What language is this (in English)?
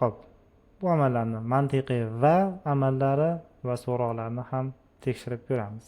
Uzbek